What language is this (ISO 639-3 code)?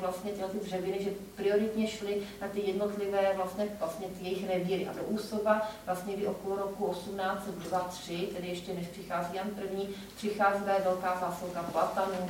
ces